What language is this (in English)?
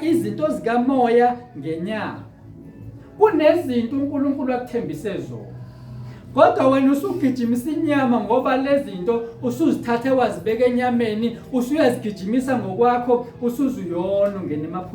Zulu